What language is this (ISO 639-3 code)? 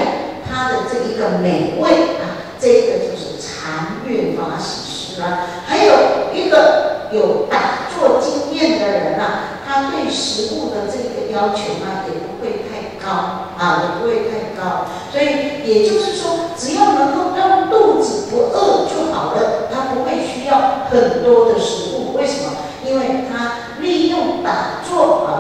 zho